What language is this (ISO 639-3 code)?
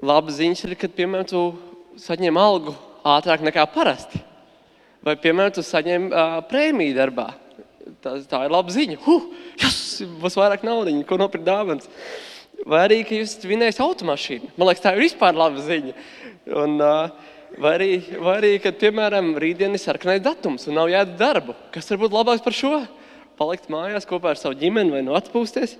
lav